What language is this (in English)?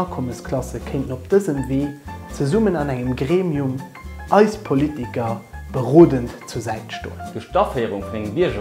Luxembourgish